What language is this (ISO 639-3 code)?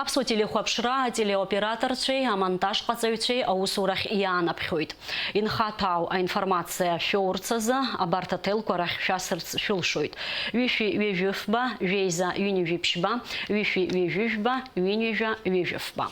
abk